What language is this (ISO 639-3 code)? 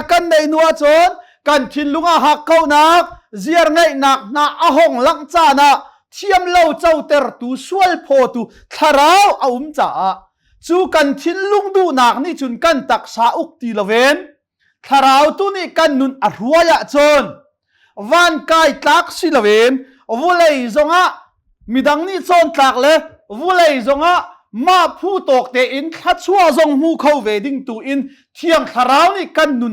cnh